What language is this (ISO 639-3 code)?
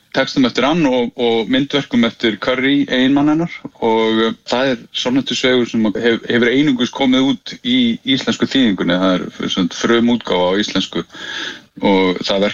isl